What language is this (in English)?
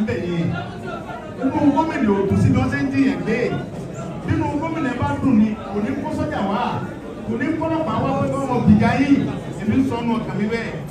Yoruba